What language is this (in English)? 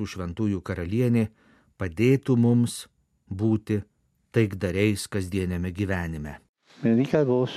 Lithuanian